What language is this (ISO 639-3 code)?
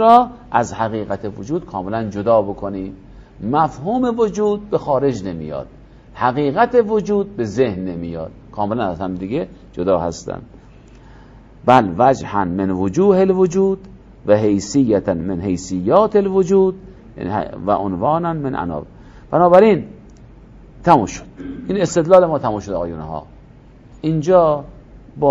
fas